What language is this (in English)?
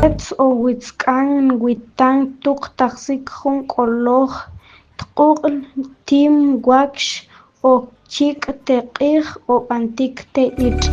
Tektiteko